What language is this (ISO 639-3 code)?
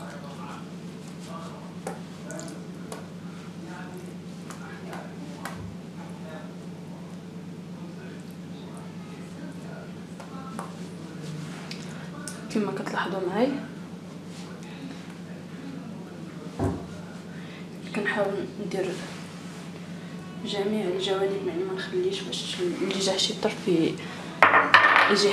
ary